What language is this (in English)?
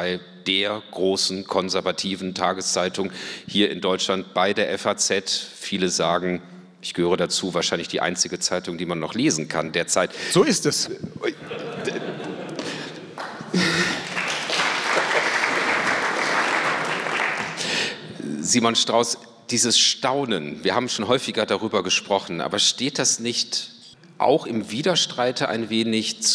German